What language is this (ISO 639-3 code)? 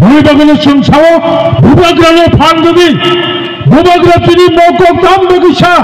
trp